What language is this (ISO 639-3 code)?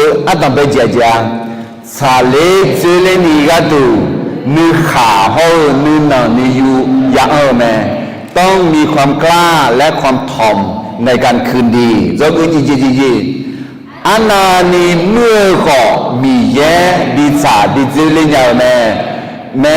ahk